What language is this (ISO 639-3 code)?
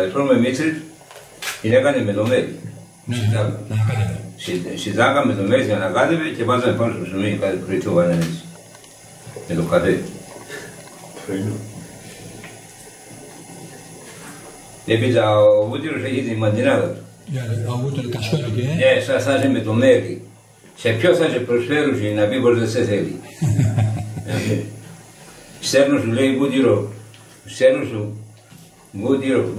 ell